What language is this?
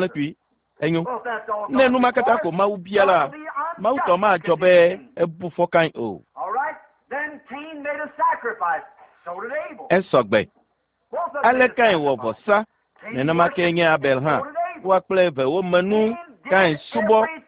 Ewe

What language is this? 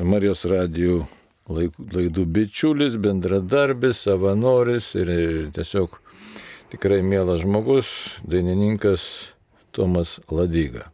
Lithuanian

